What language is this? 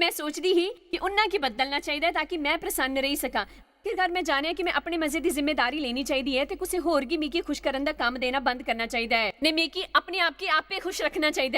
Dogri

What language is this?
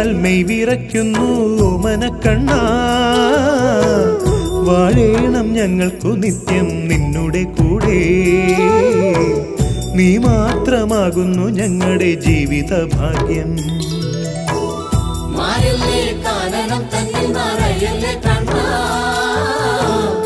Malayalam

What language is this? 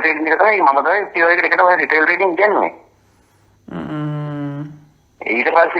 Sinhala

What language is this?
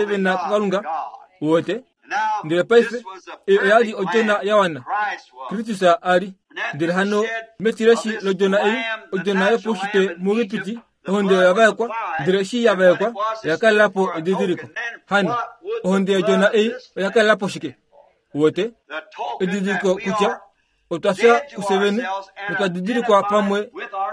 Kuanyama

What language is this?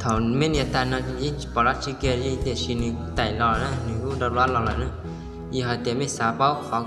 Hmong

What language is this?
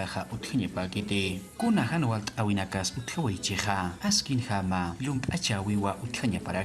Aymara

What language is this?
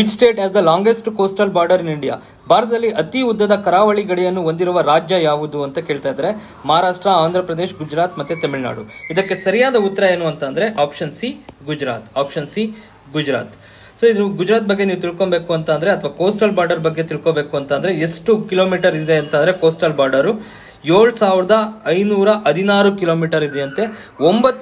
Kannada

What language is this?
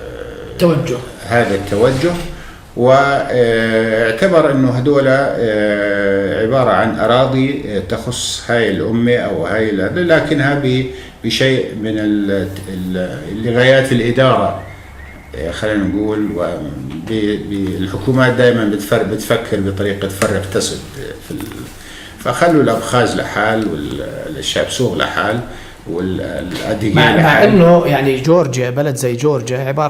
North Levantine Arabic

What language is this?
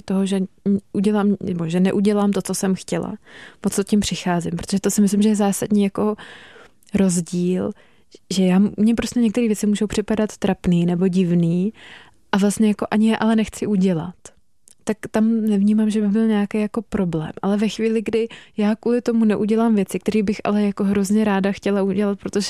Czech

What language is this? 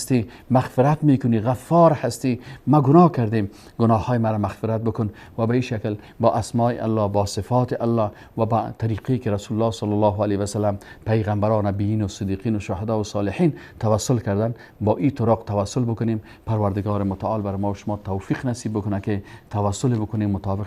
Persian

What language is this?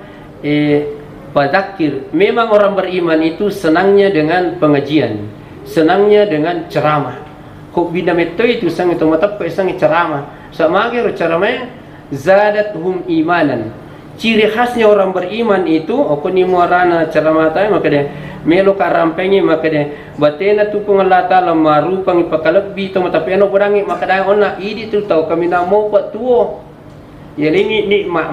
Buginese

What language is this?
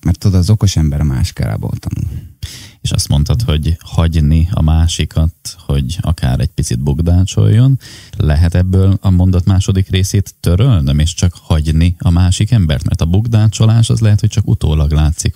Hungarian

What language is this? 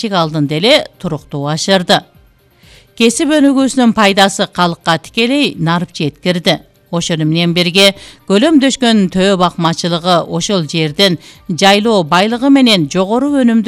Kyrgyz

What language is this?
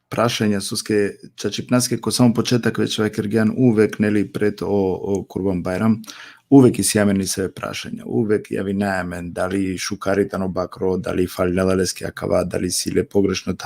Balkan Romani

